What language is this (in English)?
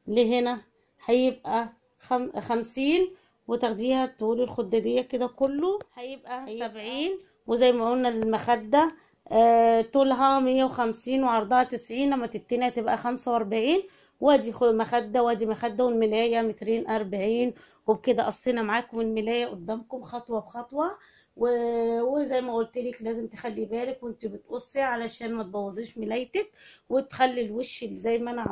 Egyptian Arabic